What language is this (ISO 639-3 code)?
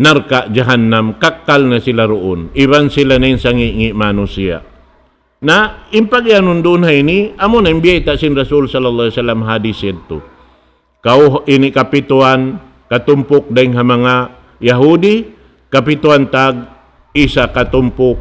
tsg